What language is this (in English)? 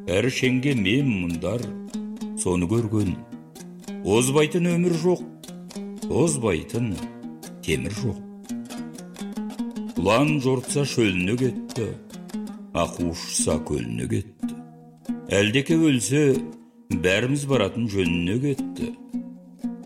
Kazakh